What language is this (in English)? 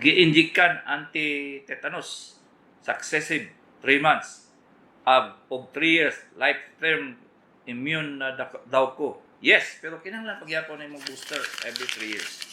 Cebuano